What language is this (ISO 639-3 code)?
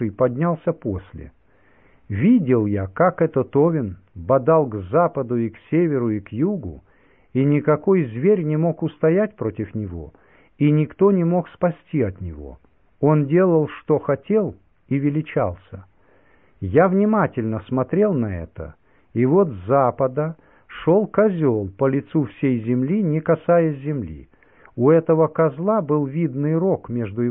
rus